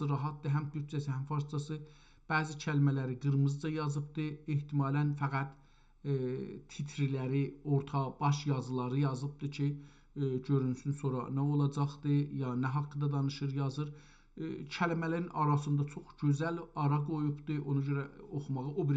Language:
South Azerbaijani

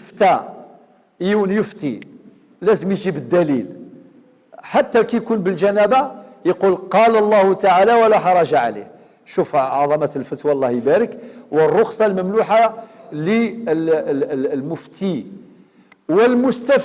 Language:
Algerian Arabic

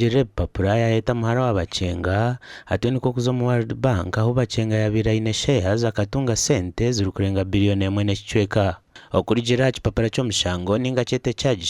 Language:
Nyankole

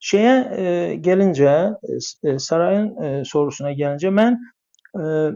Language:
South Azerbaijani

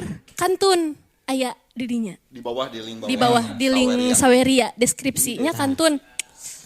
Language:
Sundanese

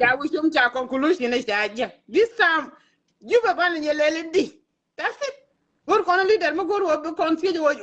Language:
Nuer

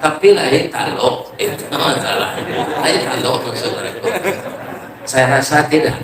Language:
Minangkabau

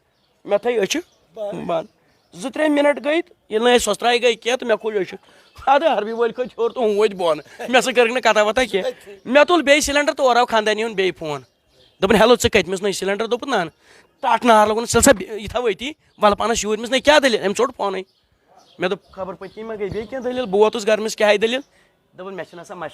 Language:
Kashmiri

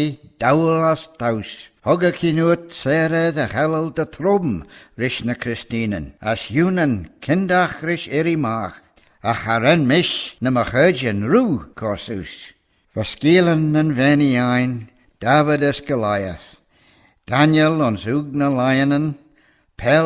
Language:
Manx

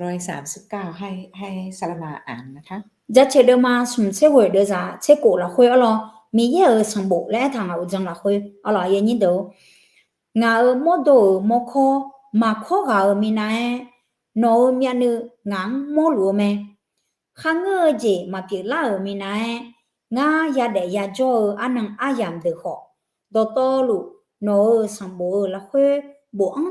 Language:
Akha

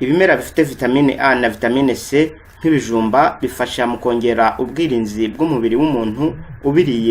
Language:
Kinyarwanda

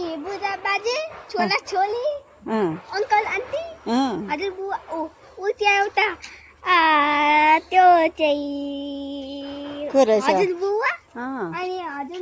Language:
Nepali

